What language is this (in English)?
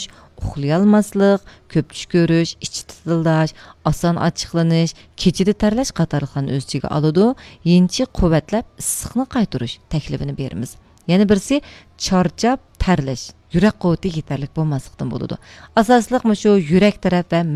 Uyghur